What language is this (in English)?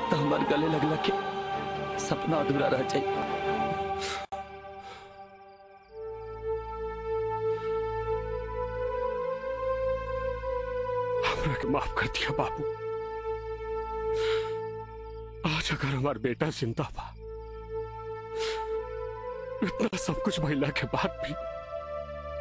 Bhojpuri